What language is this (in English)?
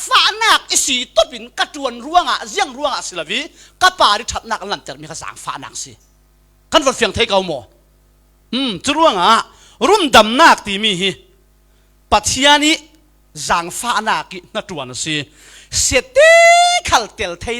Falam Chin